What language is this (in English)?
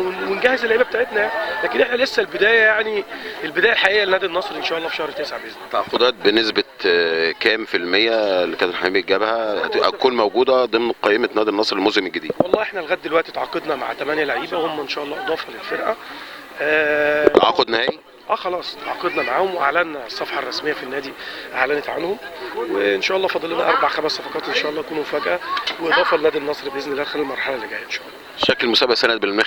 Egyptian Arabic